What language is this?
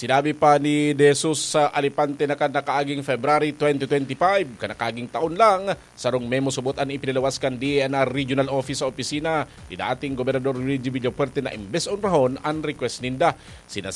Bikol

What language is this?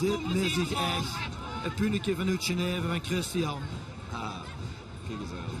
Limburgish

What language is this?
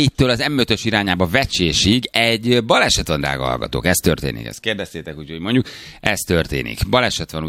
Hungarian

